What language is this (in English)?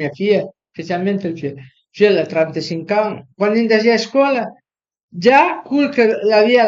Piedmontese